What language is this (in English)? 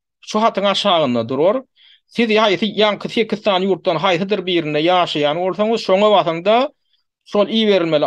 Turkmen